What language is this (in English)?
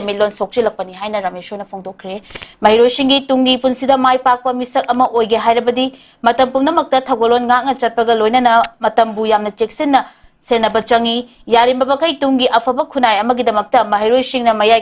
Manipuri